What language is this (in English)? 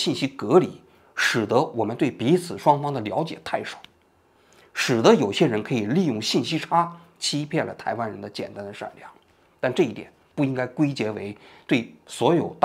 Chinese